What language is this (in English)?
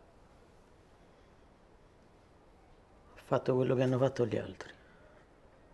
Italian